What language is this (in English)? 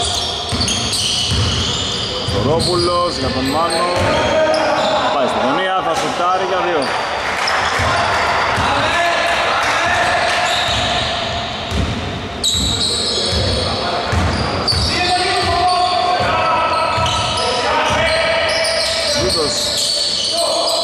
Greek